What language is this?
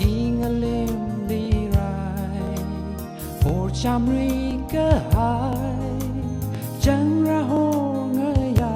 Tangkhul Naga (India)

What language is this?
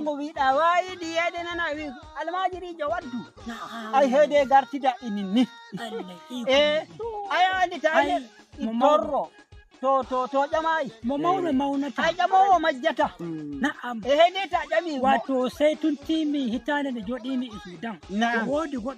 Nigerian Fulfulde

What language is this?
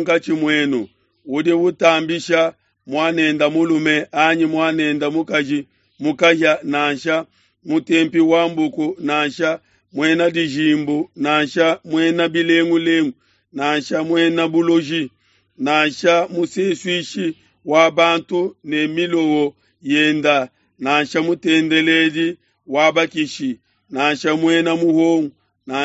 Luba-Lulua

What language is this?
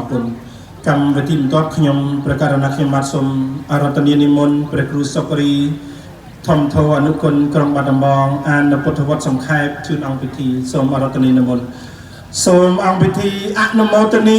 Khmer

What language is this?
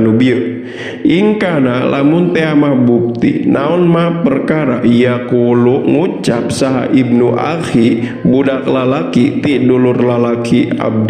Sundanese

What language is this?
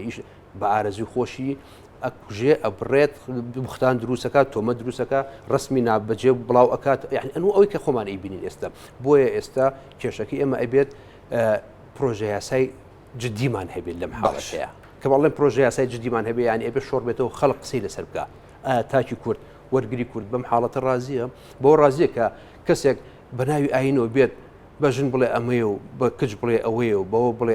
Central Kurdish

